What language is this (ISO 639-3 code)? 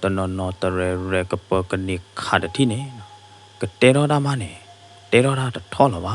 ksw